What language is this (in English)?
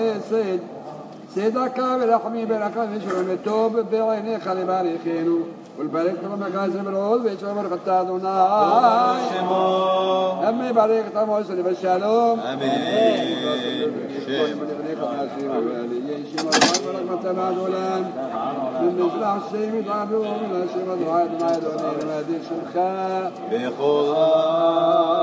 Hebrew